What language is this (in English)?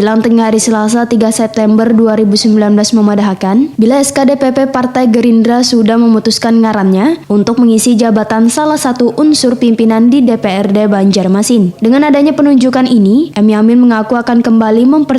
Banjar